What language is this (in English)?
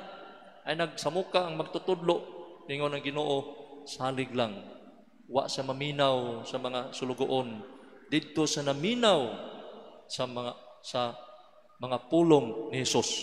Cebuano